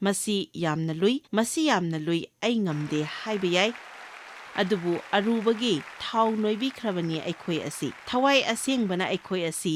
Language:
Manipuri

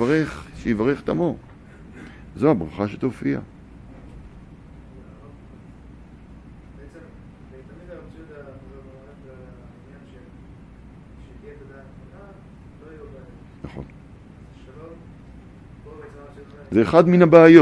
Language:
Hebrew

